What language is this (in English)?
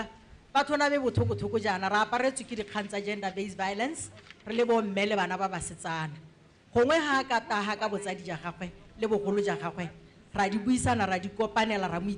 Tswana